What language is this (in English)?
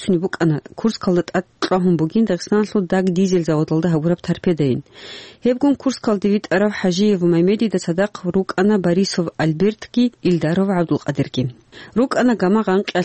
Avaric